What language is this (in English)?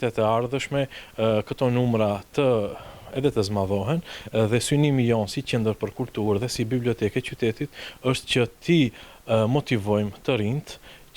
Albanian